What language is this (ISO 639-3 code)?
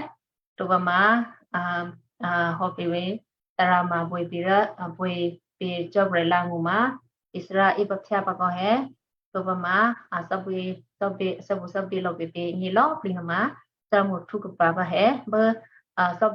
kyu